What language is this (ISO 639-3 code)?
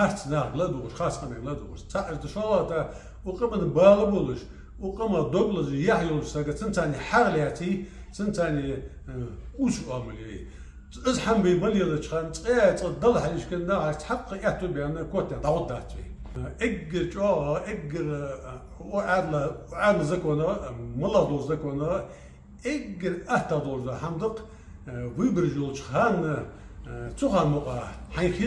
inh